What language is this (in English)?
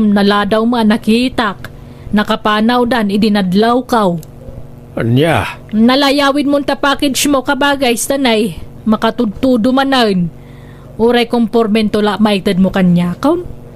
Iloko